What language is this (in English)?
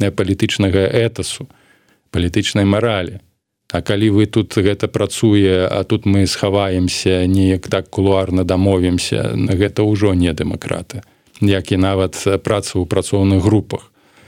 Belarusian